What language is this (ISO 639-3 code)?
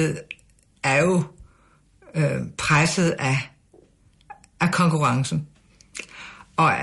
dan